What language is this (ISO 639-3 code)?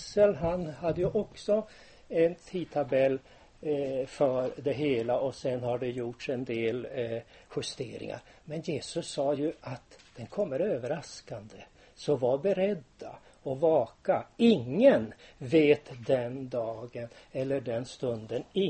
swe